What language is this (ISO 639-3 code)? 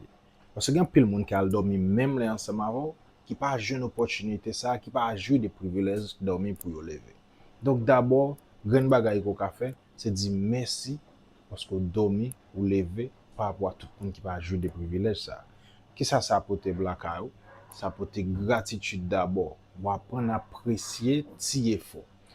hat